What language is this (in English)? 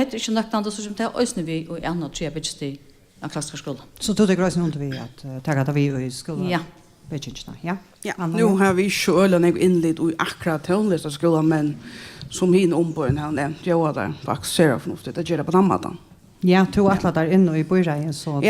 Faroese